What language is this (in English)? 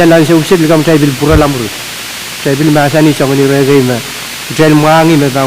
Pohnpeian